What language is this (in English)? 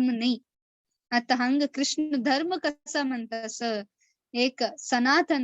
Konkani